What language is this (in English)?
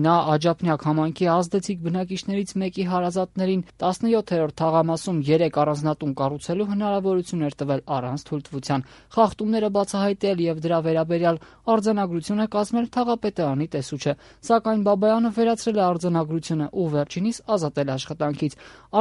Armenian